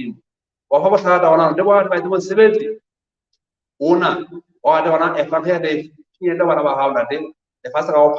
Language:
Southern Sotho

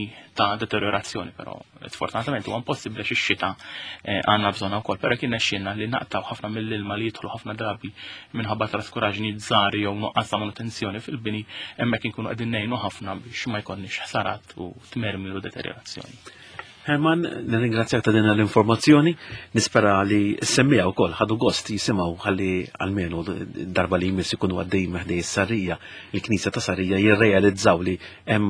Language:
Maltese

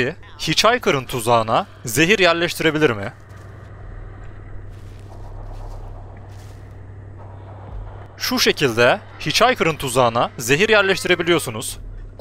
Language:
Turkish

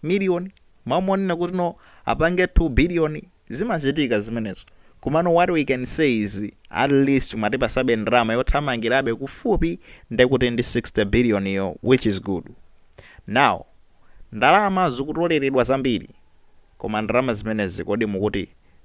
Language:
Nyanja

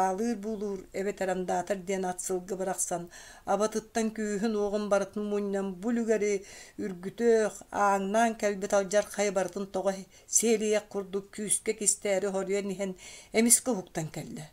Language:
Yakut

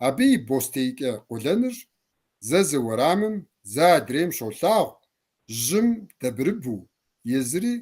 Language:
Kabardian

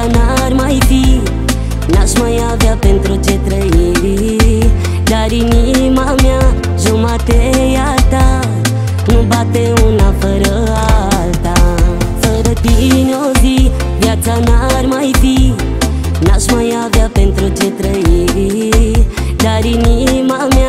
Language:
Romanian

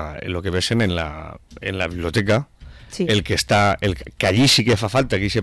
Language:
Catalan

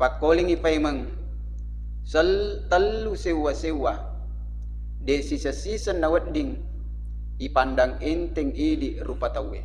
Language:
Buginese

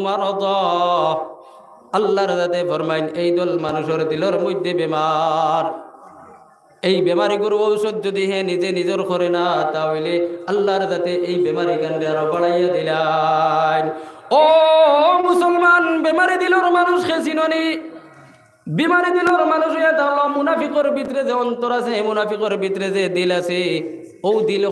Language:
Sylheti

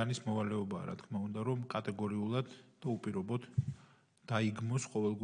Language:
Georgian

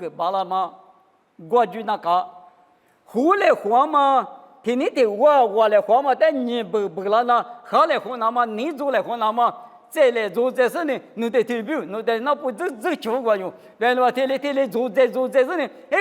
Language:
Lisu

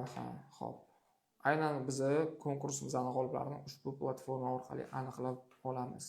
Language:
Uzbek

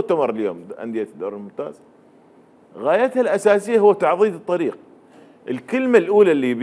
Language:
Mesopotamian Arabic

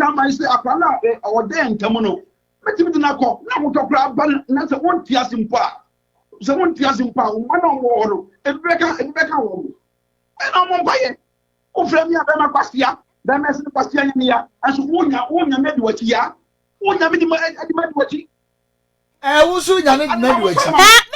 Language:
Akan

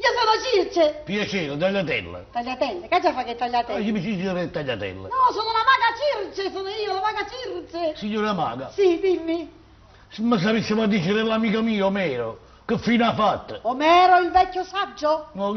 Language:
Neapolitan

